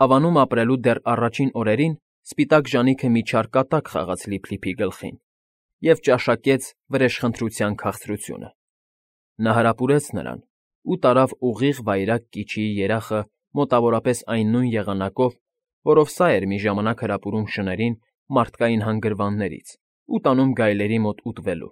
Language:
Armenian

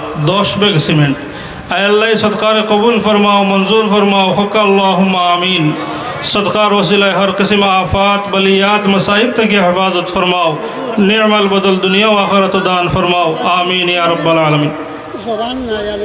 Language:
Sylheti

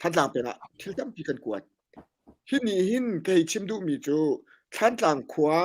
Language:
Hakha Chin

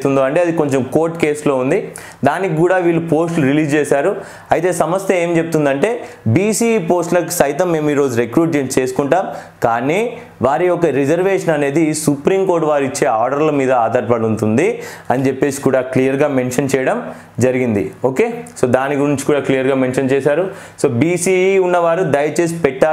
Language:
Telugu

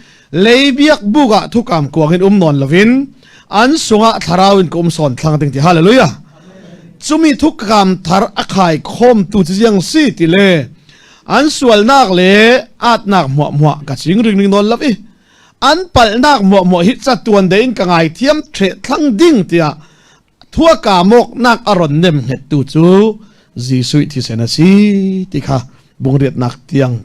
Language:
Falam Chin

